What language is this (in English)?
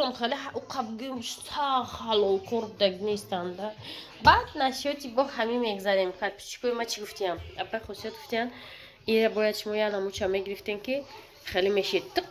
Tajik